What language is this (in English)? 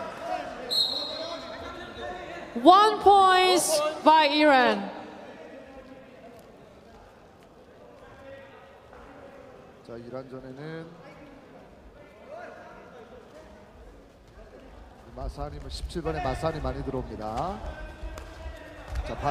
Korean